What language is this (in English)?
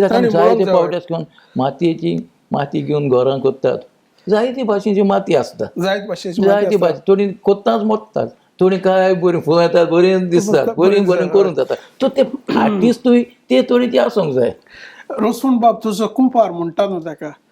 Konkani